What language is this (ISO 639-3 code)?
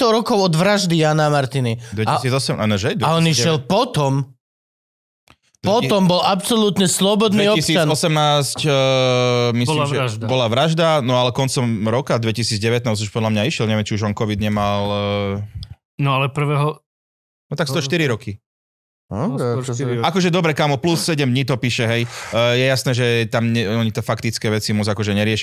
slk